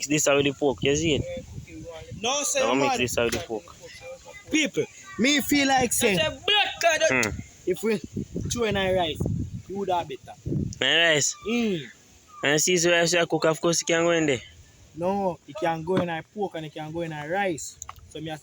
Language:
Jamaican Creole English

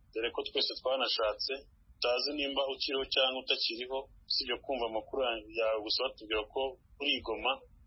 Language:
Kinyarwanda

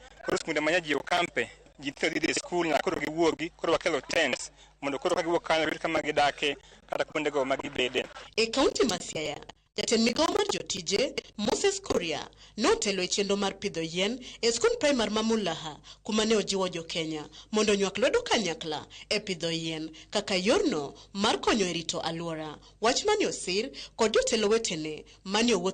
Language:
Luo (Kenya and Tanzania)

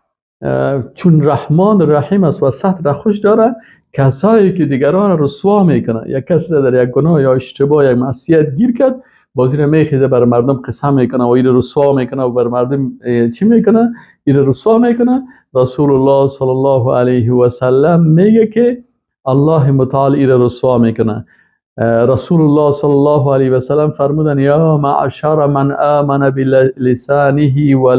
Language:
Persian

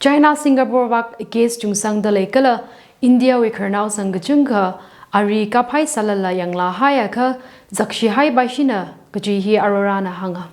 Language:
Tangkhul Naga (India)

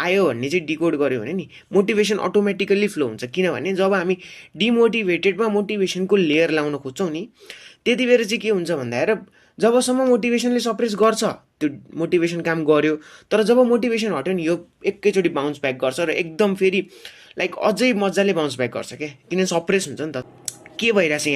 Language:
Nepali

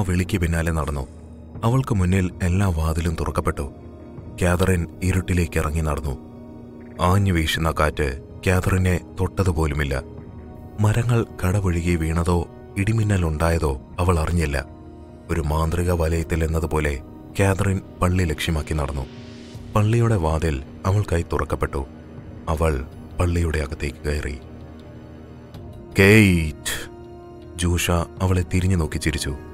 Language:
Malayalam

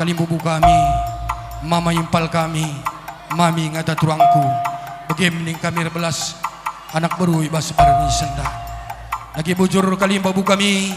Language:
Batak Karo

